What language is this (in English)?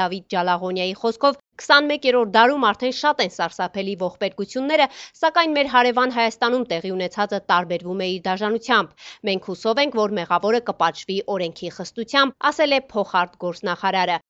Armenian